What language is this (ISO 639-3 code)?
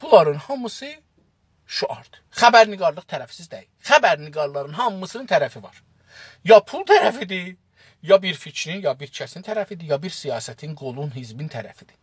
azb